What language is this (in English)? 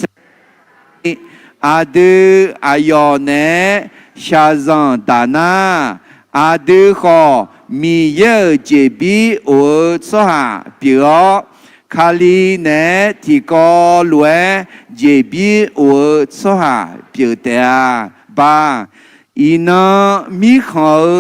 Akha